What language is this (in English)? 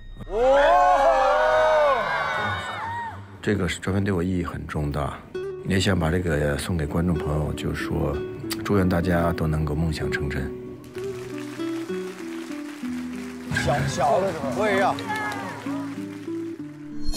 Chinese